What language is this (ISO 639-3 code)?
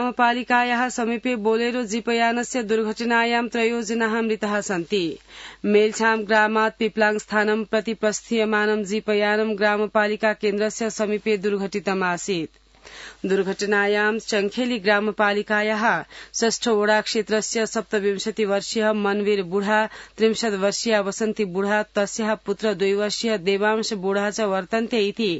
san